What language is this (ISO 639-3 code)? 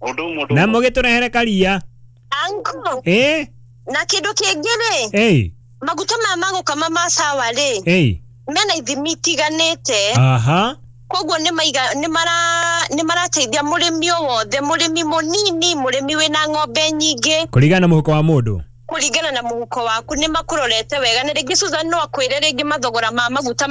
kik